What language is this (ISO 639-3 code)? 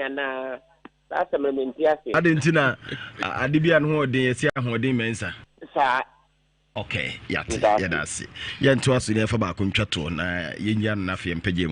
aka